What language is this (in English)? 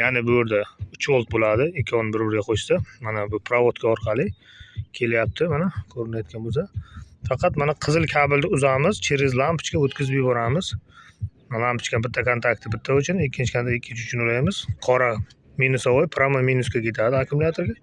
Uzbek